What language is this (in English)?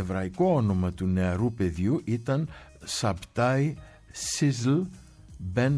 Greek